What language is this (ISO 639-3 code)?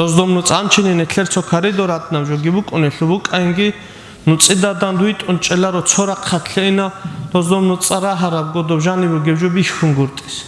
ava